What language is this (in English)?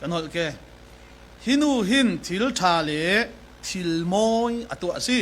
Falam Chin